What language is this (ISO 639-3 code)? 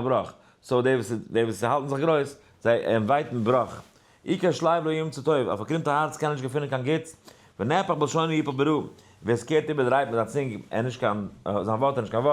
yid